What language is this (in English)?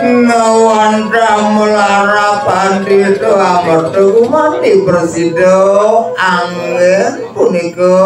Balinese